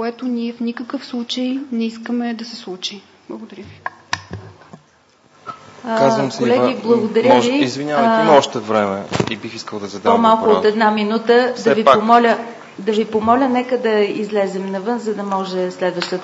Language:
Bulgarian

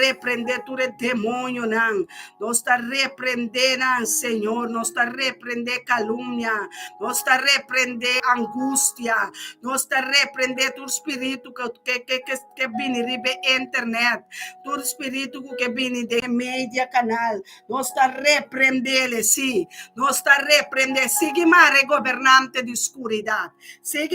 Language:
Papiamento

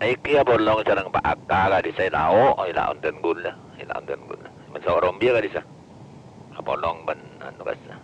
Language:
Madurese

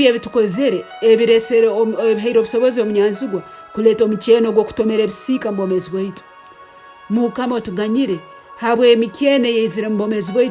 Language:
Tooro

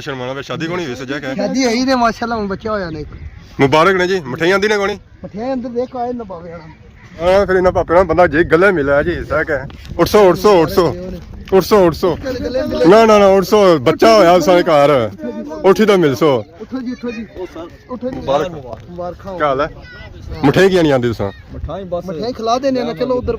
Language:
Pahari-Potwari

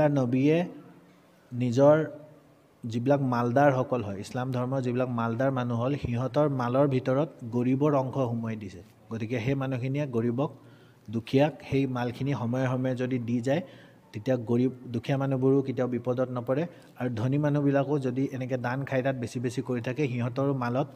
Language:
Assamese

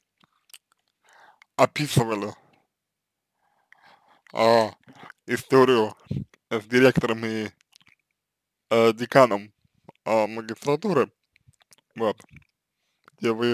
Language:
Russian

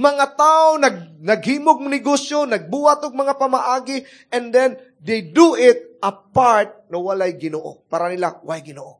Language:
Cebuano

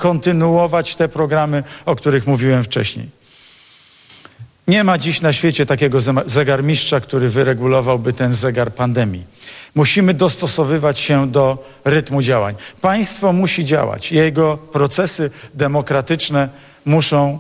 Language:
Polish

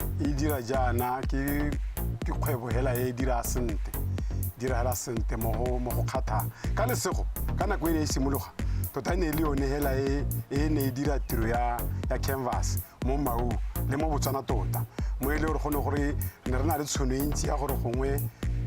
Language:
Tswana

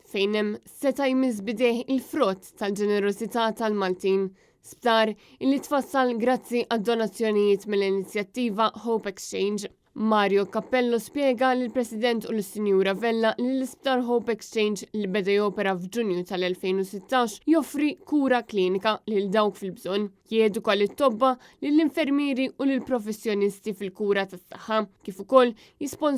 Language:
Maltese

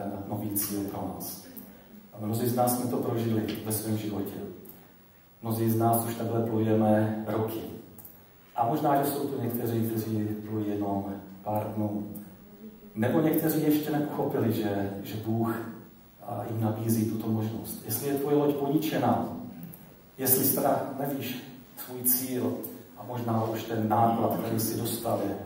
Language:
Czech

